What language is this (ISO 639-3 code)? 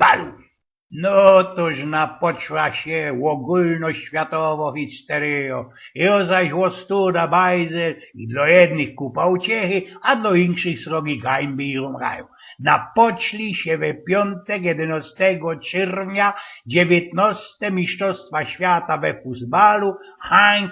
szl